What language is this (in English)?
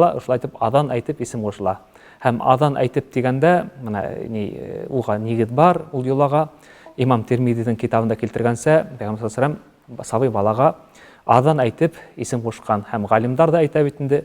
Bashkir